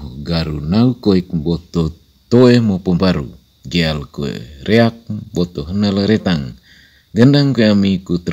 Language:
Manggarai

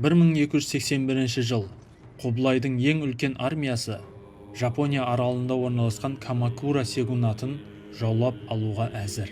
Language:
Kazakh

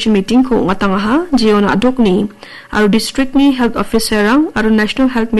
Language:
Garo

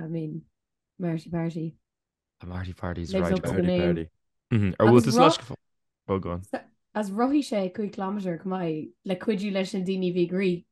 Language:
Irish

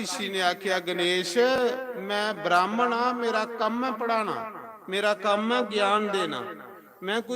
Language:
Dogri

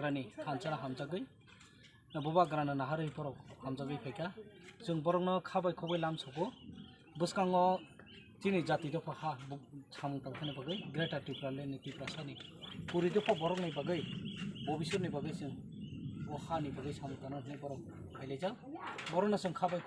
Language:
Kok Borok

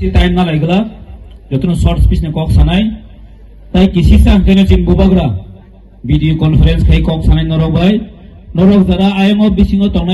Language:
Kok Borok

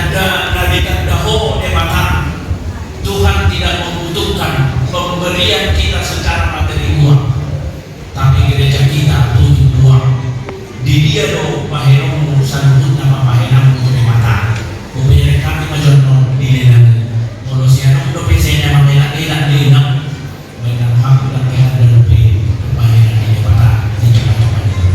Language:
Batak Toba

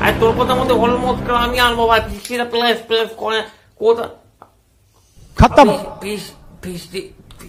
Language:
Bangla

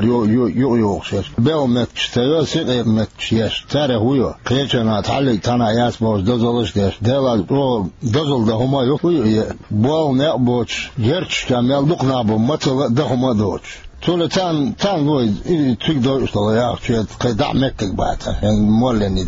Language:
Chechen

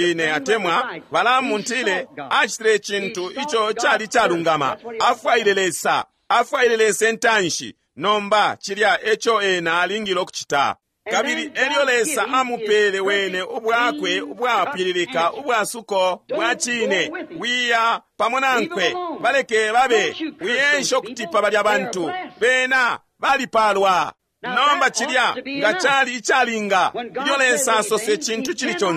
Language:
Bemba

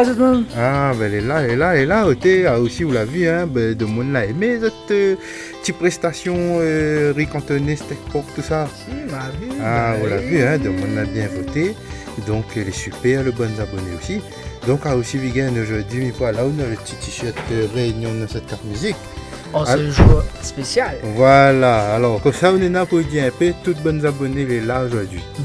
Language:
Réunion Creole French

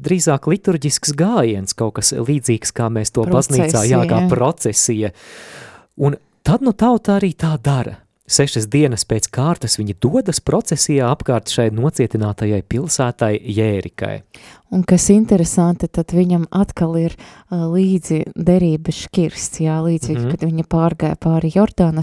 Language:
Latvian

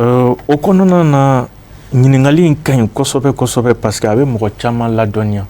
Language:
Bambara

